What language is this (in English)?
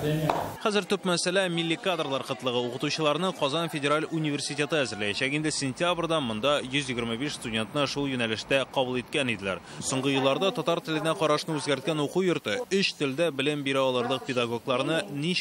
Tatar